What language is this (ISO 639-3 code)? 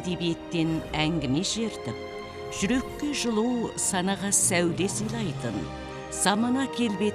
kaz